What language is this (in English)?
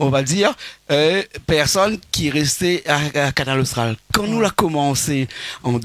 Réunion Creole French